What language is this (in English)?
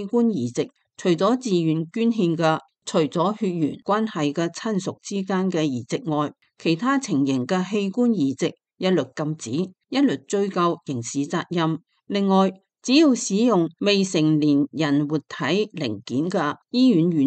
Cantonese